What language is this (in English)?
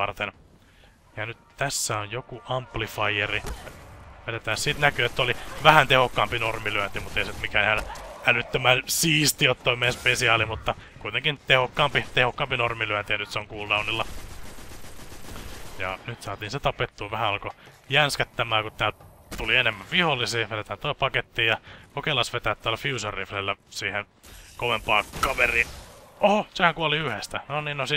Finnish